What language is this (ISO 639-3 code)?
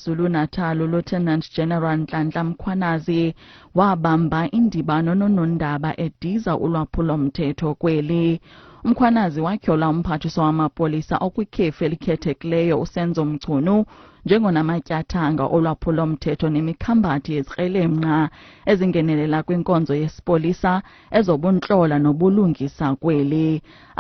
xho